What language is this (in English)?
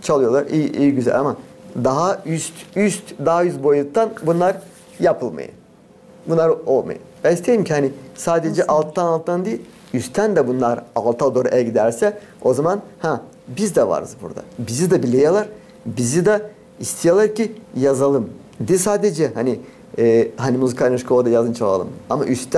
Gagauz